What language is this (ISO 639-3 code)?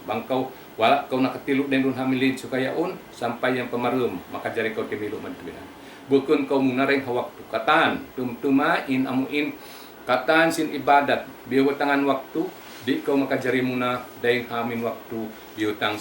tsg